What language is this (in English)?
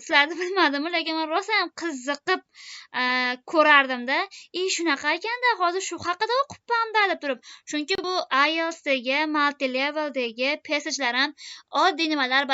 Uzbek